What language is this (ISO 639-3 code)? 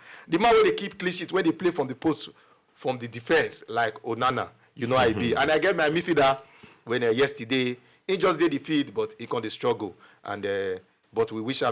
pcm